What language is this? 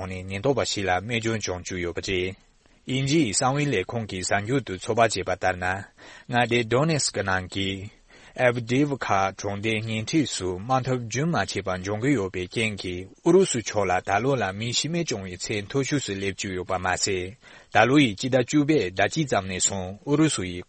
Tibetan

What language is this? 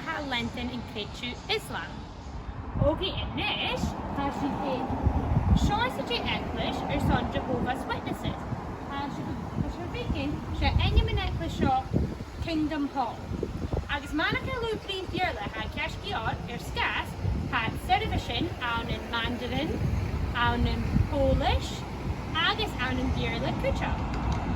Scottish Gaelic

